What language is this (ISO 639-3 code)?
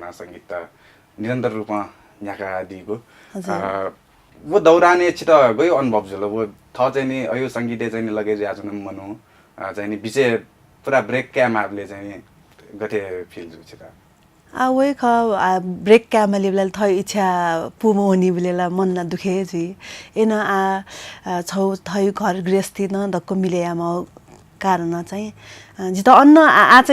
new